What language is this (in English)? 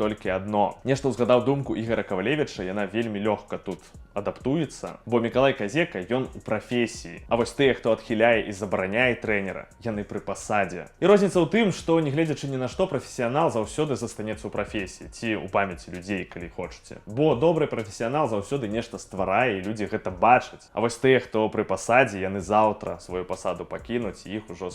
Belarusian